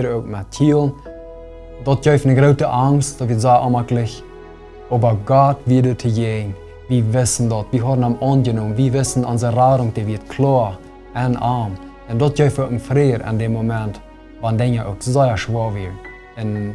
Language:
Plautdietsch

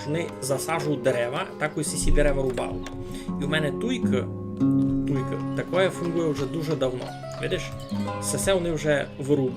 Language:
Rusyn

